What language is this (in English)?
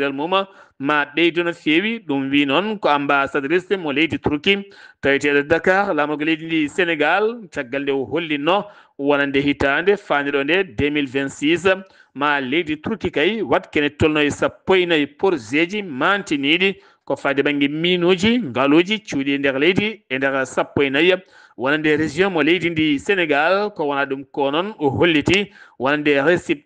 Fula